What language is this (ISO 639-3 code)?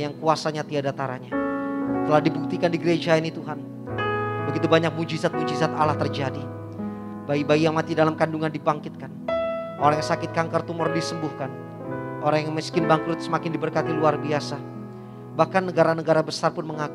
ind